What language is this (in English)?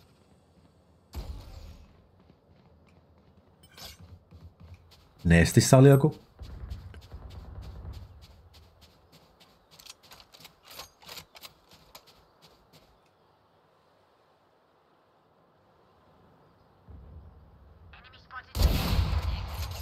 Finnish